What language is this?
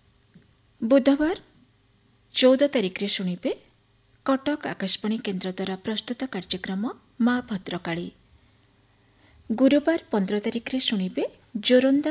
Odia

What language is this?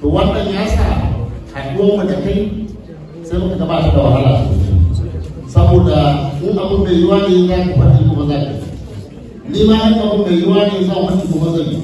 Hausa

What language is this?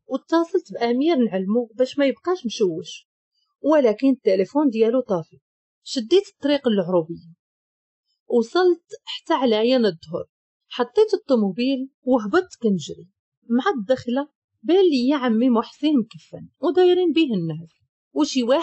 Moroccan Arabic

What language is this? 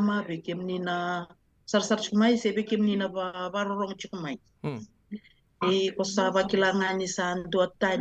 Fijian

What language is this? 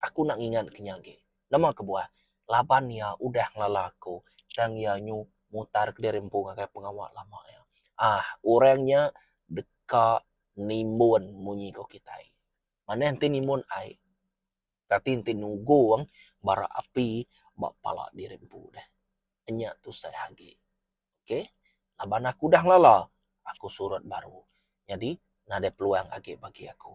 Iban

